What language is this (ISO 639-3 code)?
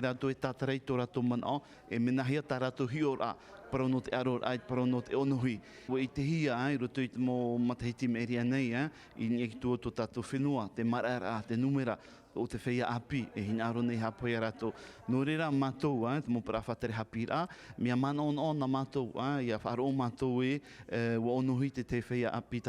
tah